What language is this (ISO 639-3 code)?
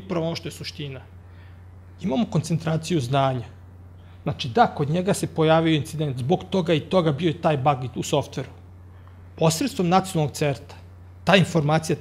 srp